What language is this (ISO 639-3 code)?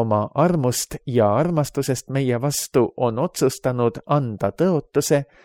est